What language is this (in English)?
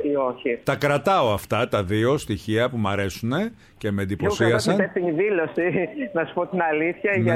Greek